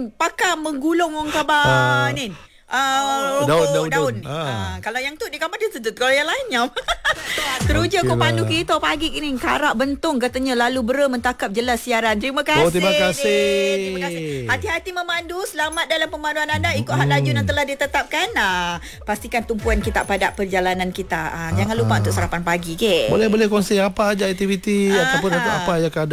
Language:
Malay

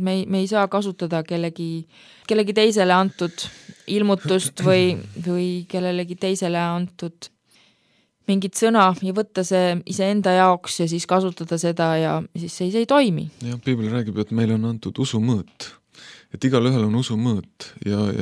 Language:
Estonian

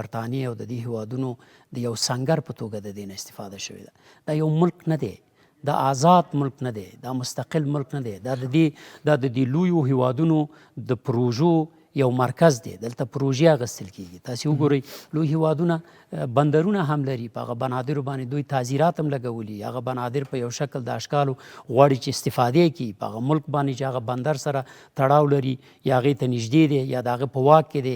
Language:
Pashto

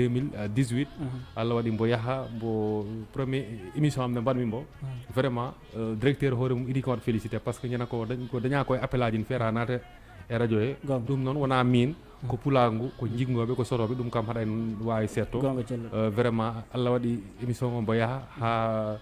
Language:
Fula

